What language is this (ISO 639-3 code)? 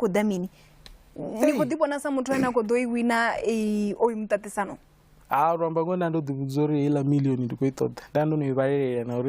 ven